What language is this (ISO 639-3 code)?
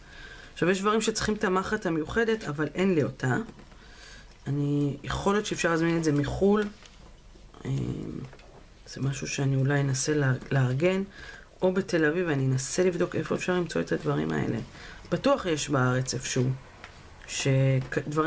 heb